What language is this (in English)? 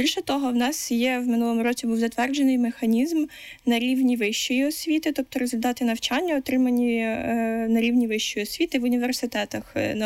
Ukrainian